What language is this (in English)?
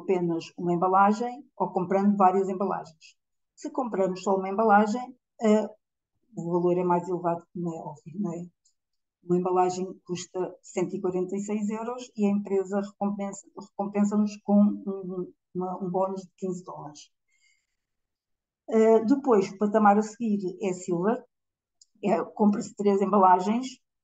Portuguese